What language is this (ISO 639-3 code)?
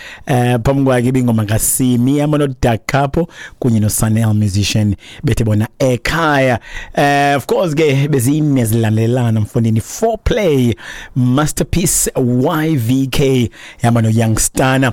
xho